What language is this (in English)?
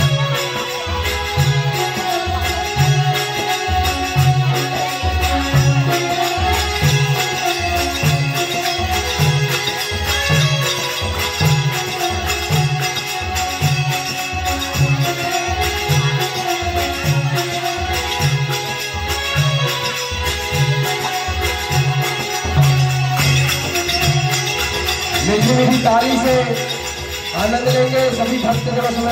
Chhattisgarhi